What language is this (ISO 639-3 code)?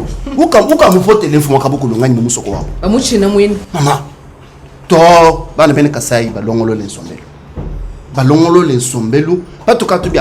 lua